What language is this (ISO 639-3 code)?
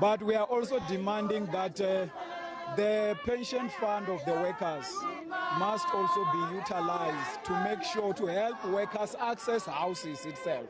eng